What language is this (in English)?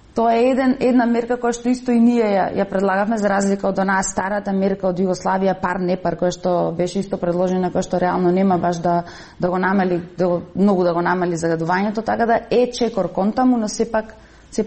Macedonian